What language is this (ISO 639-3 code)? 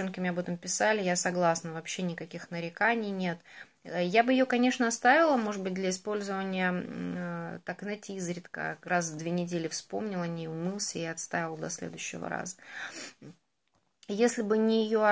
rus